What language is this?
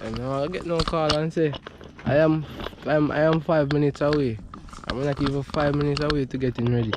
Jamaican Creole English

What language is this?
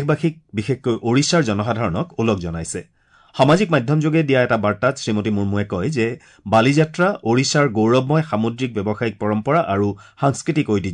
Assamese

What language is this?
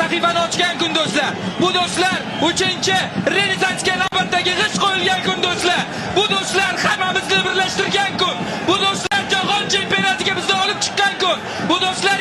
Uzbek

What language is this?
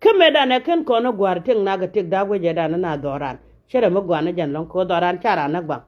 Nuer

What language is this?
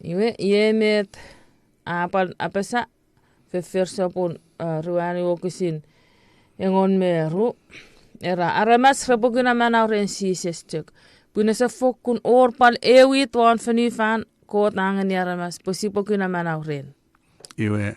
Chuukese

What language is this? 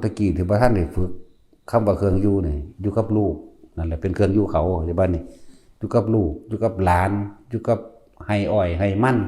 Northeastern Thai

